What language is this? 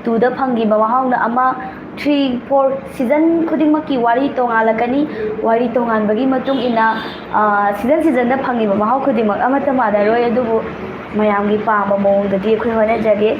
Manipuri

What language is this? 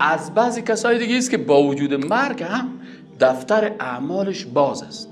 Persian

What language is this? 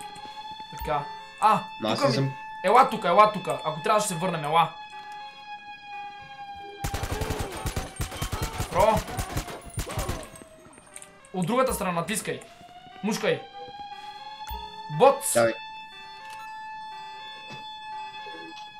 Bulgarian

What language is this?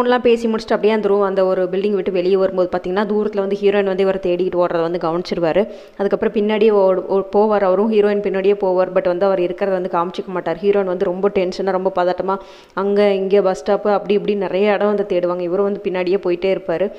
Tamil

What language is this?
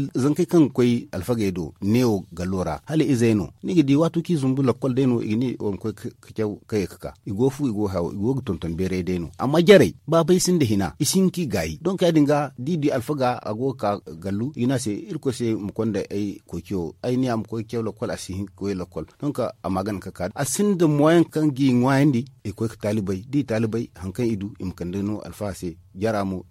Zarma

